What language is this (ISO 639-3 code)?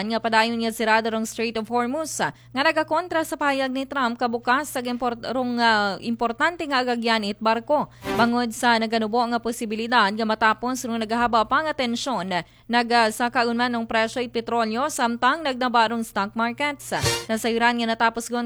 akl